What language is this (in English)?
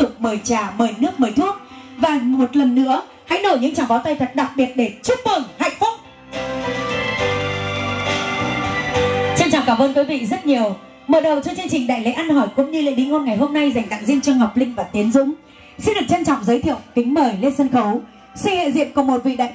Vietnamese